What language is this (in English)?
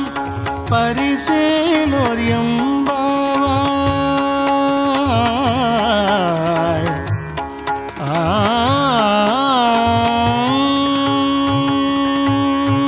Tamil